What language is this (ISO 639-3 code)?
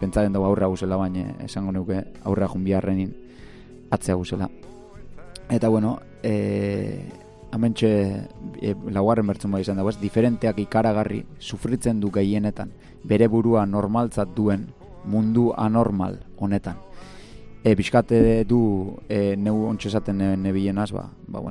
eus